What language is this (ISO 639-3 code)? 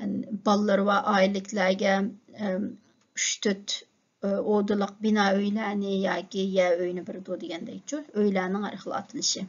uig